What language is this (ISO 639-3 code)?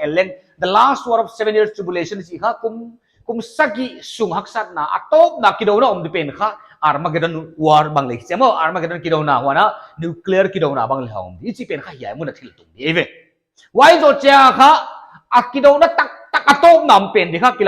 pck